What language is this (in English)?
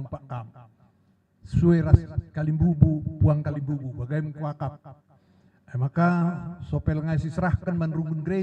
Batak Karo